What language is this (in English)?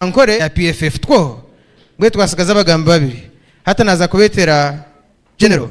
Nyankole